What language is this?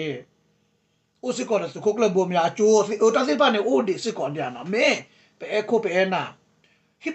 S'gaw Karen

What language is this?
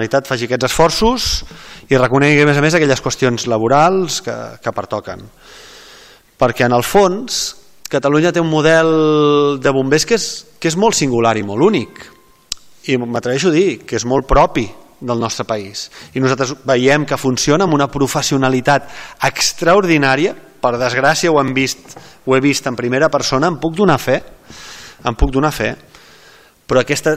Catalan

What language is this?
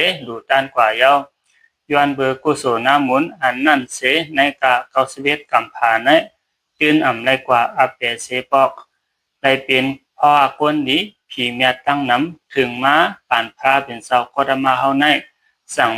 Shan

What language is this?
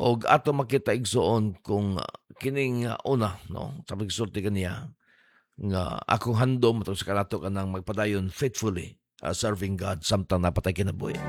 Cebuano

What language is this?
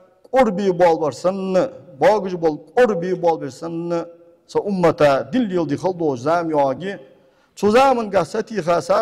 Ingush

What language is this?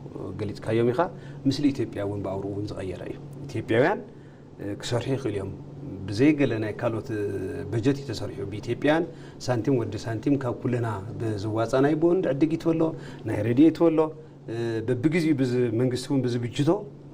Tigrinya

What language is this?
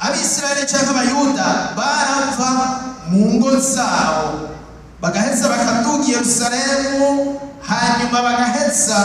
Rundi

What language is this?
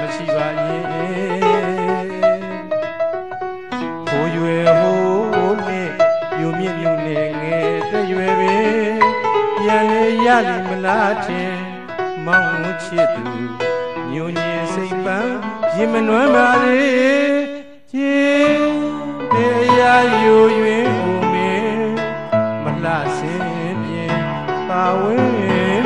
Burmese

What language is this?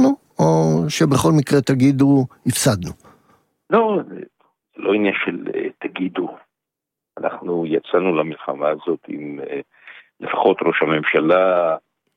Hebrew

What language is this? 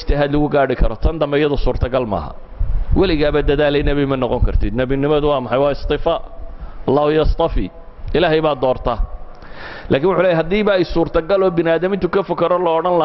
Somali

